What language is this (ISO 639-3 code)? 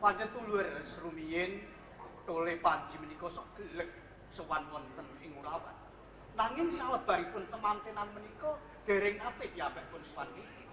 jav